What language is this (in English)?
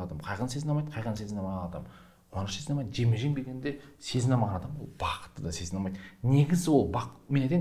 Kazakh